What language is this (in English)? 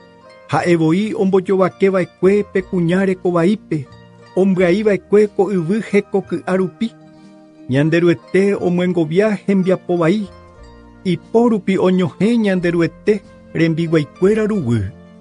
Guarani